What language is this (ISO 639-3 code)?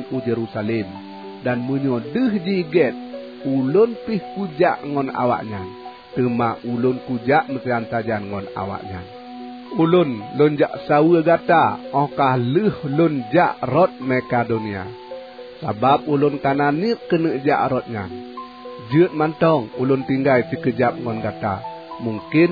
ace